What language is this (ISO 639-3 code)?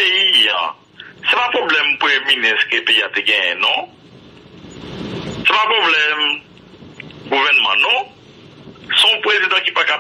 fra